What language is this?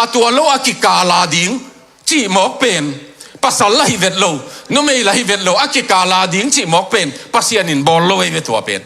Tedim Chin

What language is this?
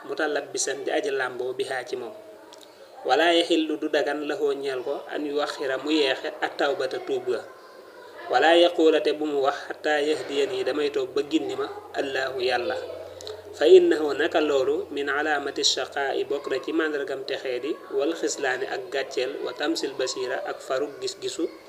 Wolof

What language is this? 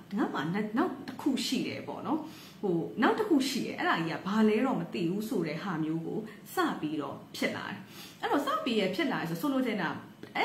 Burmese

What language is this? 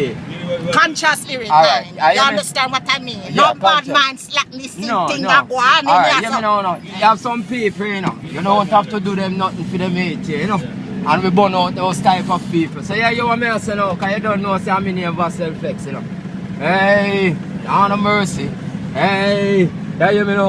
Jamaican Creole English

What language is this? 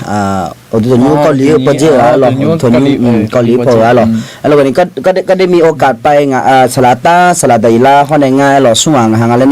Akha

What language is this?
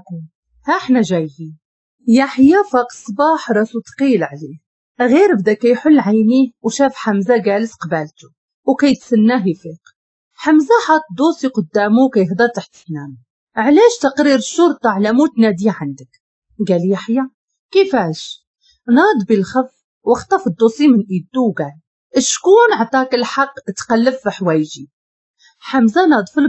Moroccan Arabic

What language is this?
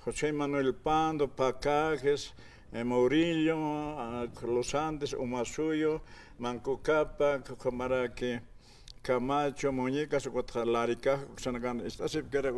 Aymara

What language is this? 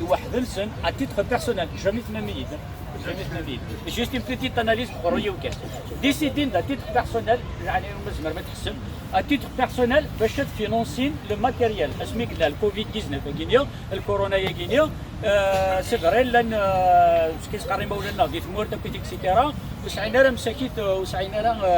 Kabyle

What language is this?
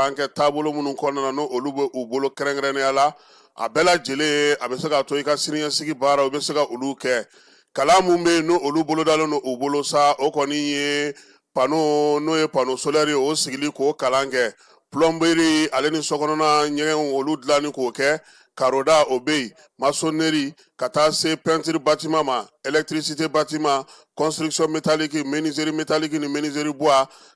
Bambara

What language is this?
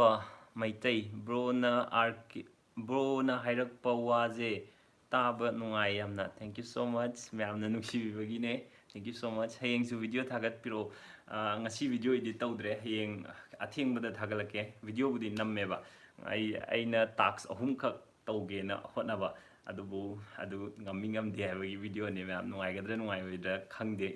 Manipuri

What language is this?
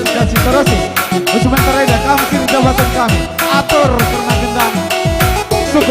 Batak Karo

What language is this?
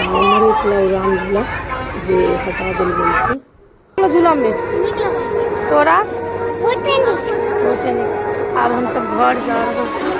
Maithili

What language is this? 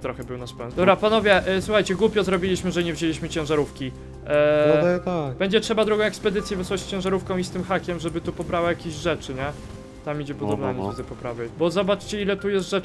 Polish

